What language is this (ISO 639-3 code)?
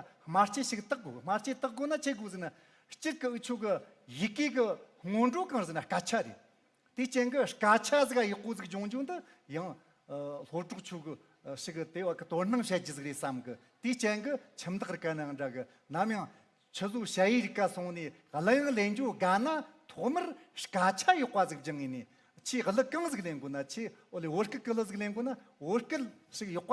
adx